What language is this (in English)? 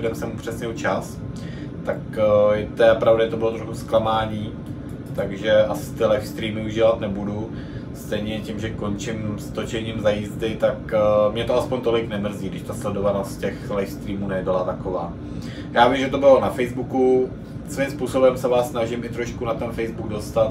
Czech